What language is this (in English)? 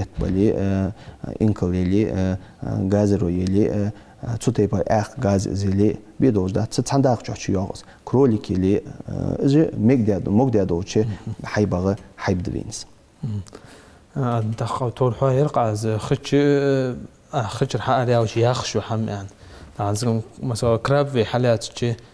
Ingush